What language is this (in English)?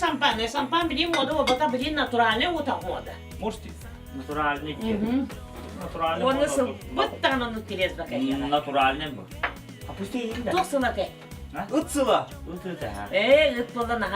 Yakut